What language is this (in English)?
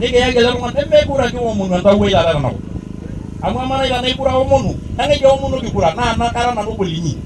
Masai